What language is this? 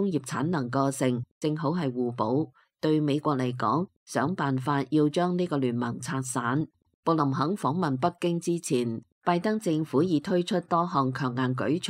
Cantonese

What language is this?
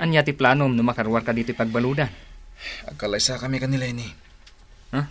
Iloko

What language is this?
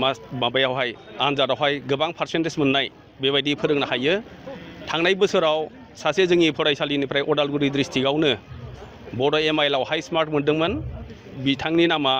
Bodo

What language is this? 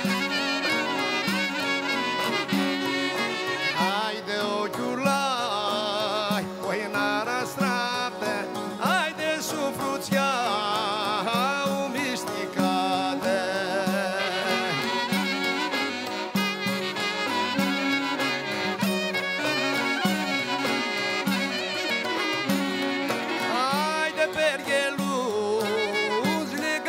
Aromanian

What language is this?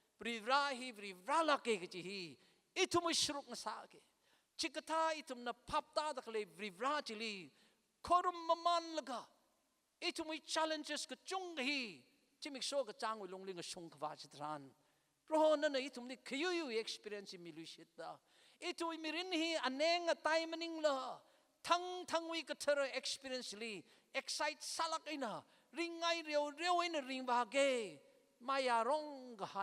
Tangkhul Naga (India)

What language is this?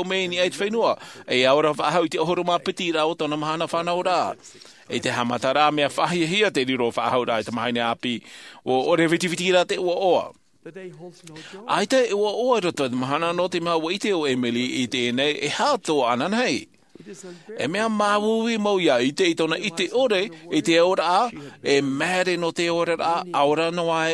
Tahitian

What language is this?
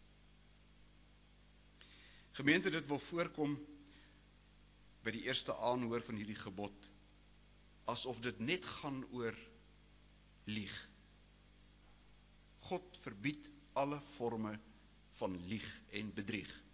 Afrikaans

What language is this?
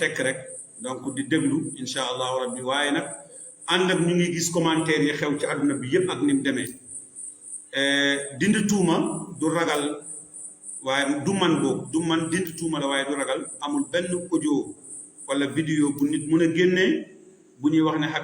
Wolof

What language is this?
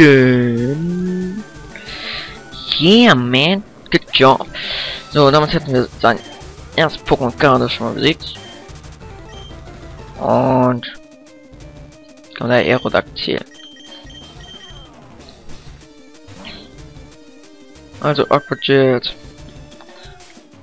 German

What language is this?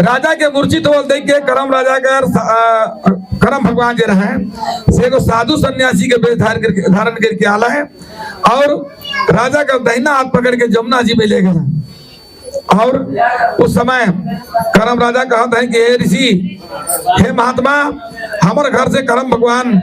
Sadri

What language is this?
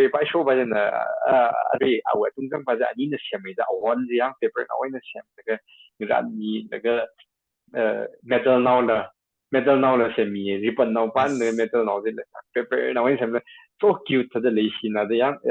Tangkhul Naga (India)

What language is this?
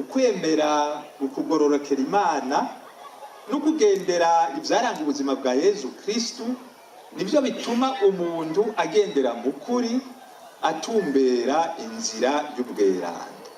Rundi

